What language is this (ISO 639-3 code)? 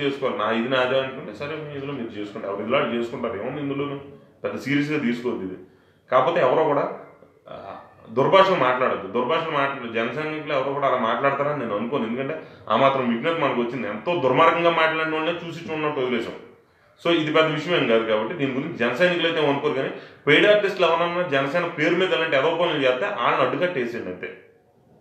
tel